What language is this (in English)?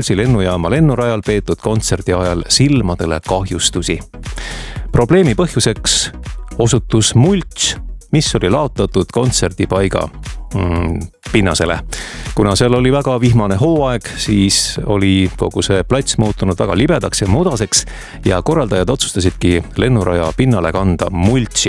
Estonian